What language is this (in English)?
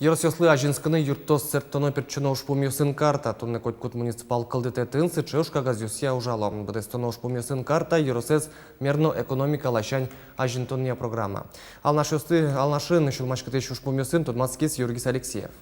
Udmurt